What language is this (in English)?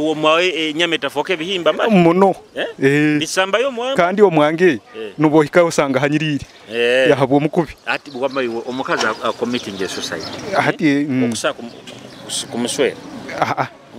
Nyoro